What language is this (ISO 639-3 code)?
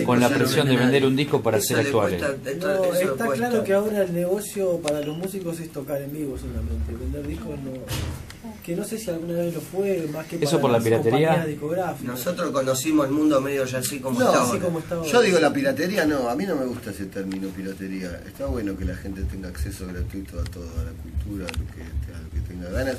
spa